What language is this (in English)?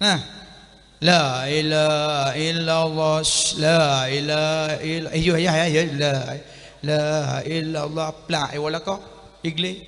Achinese